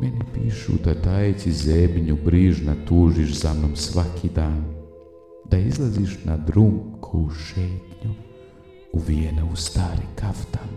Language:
Serbian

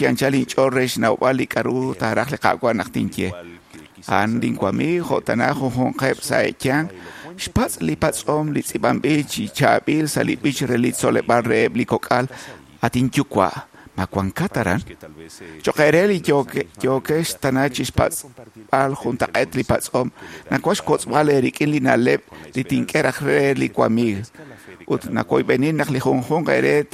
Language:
Kekchí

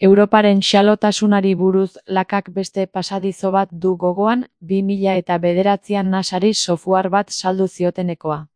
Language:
Basque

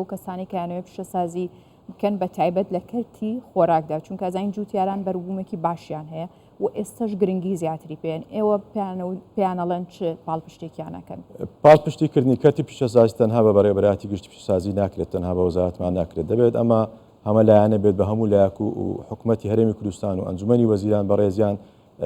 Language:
Central Kurdish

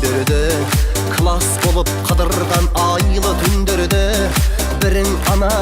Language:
Kara-Kalpak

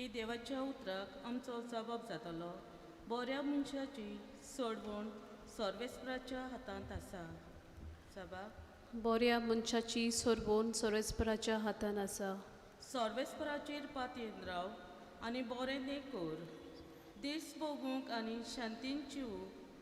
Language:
Konkani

